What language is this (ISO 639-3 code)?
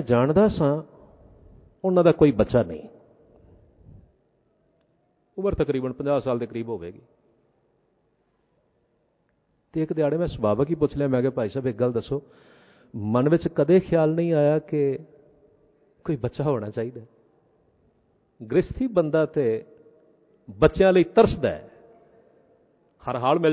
pan